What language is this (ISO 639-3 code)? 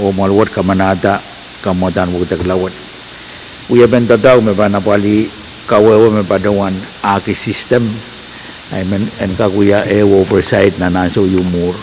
pon